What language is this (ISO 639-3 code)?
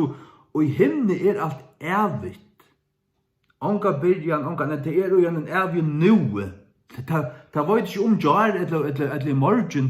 fao